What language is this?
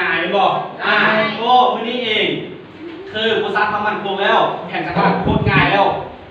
Lao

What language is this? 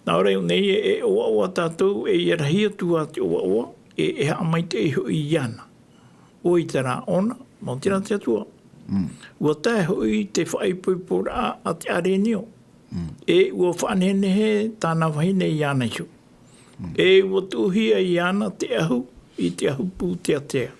Tahitian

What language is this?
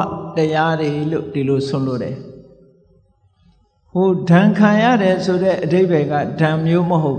Burmese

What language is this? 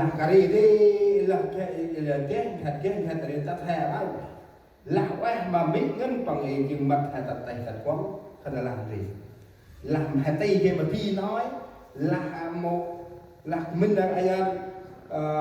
Central Mnong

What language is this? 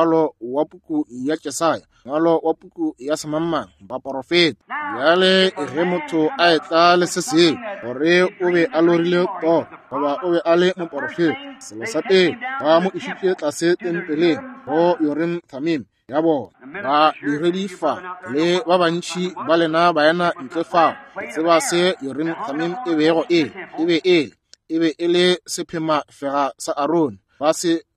Northern Sotho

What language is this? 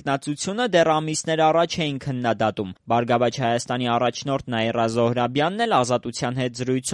Armenian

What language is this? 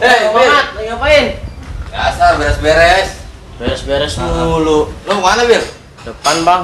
Betawi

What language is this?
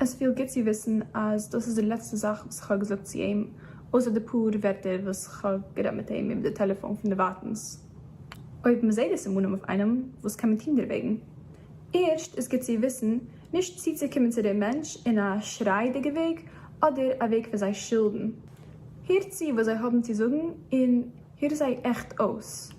Yiddish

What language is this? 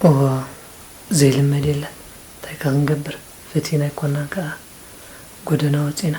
Tigrinya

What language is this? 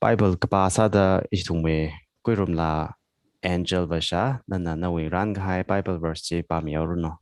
Tangkhul Naga (India)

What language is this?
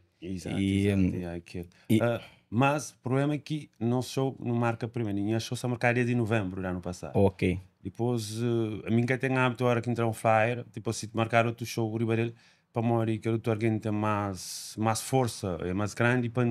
Kabuverdianu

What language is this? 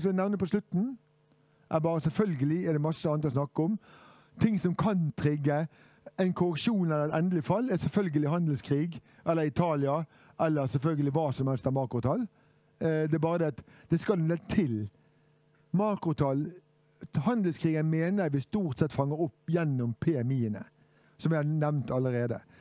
Norwegian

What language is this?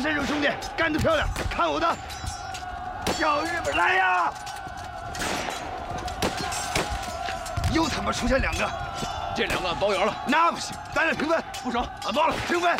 Chinese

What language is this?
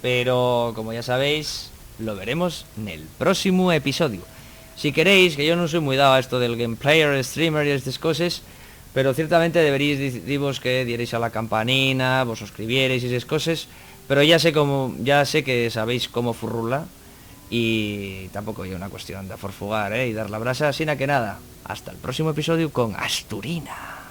Asturian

